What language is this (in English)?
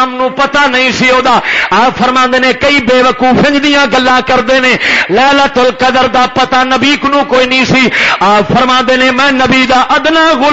Western Panjabi